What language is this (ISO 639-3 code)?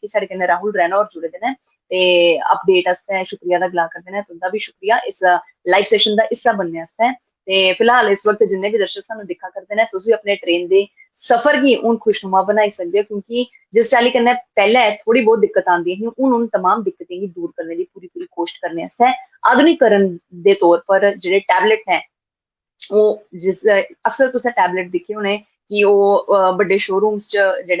doi